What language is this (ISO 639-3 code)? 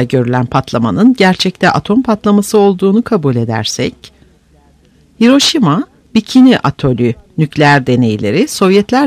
tur